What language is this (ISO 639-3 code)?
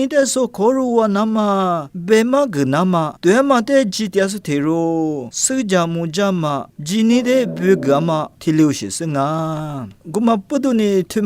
lis